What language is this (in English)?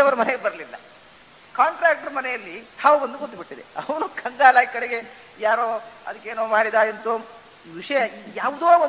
Kannada